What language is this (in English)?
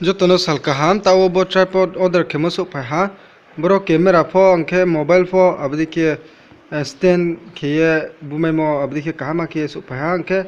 Riang (India)